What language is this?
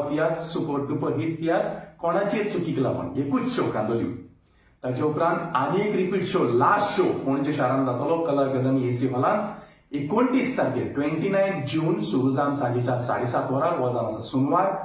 Konkani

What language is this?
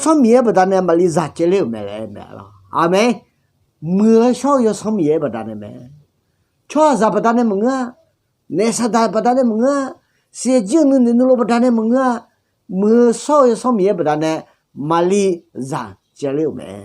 Akha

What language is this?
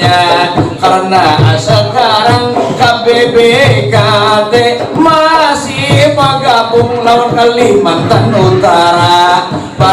Banjar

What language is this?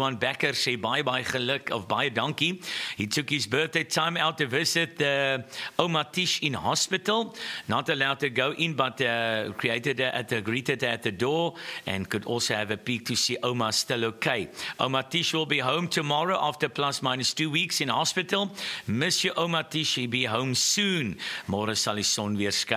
Afrikaans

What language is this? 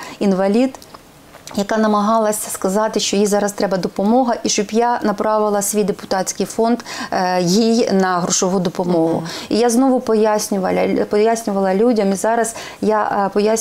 Ukrainian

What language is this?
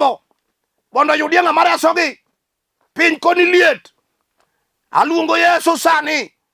Luo (Kenya and Tanzania)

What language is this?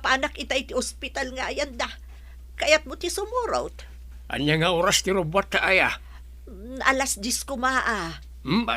Iloko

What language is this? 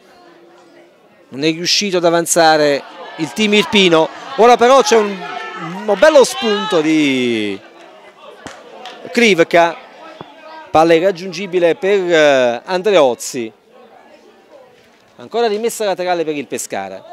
Italian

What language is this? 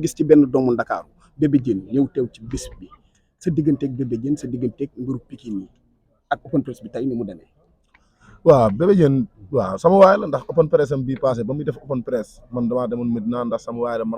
Wolof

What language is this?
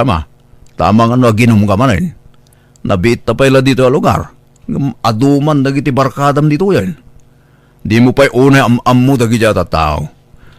Iloko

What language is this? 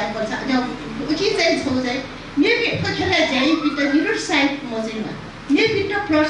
Newari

